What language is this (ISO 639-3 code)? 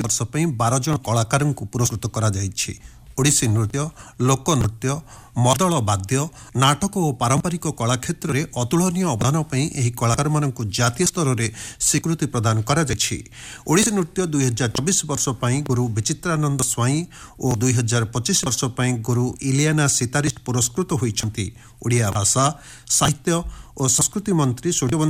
ori